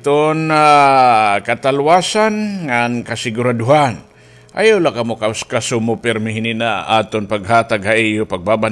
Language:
Waray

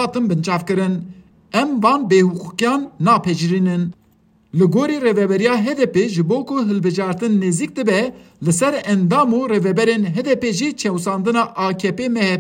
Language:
Kurdish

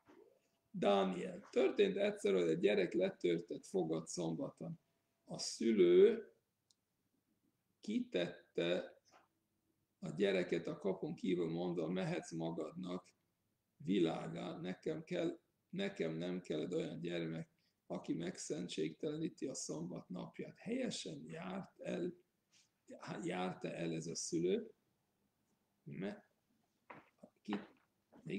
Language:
Hungarian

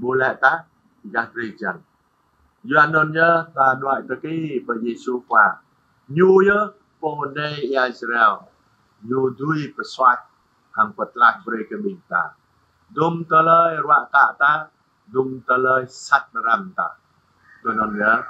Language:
Jarai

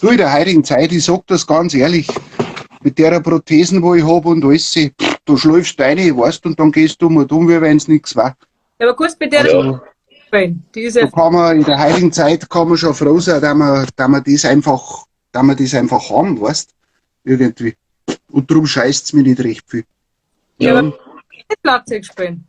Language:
Bavarian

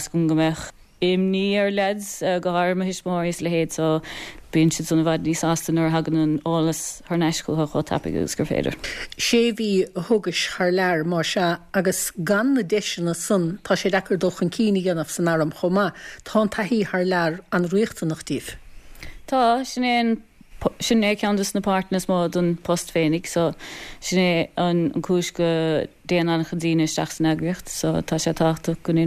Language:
Irish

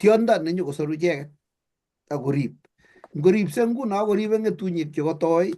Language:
Kalenjin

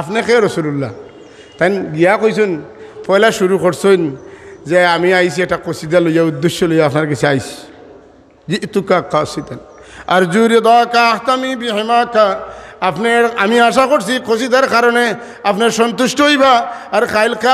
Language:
Sylheti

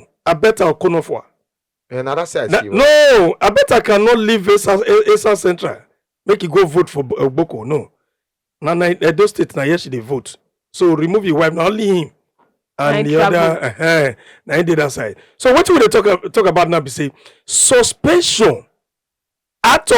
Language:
Nigerian Pidgin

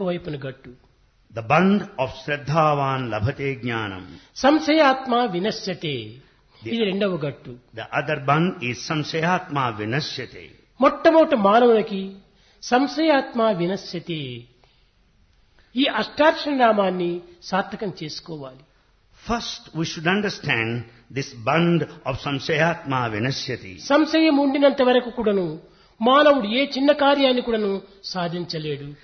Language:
Telugu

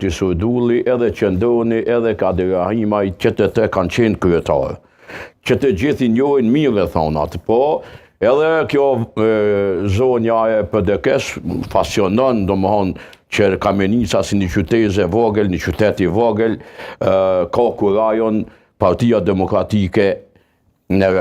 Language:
Albanian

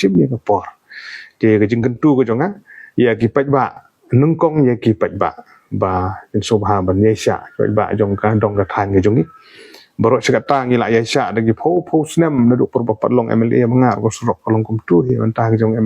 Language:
Khasi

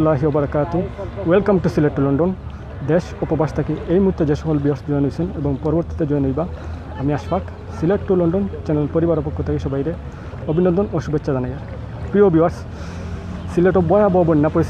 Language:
Sylheti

